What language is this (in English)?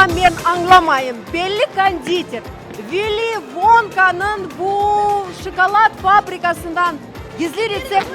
Crimean Tatar